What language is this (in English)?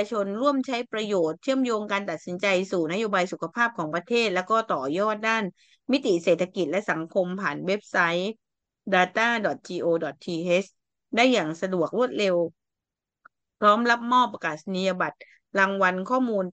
Thai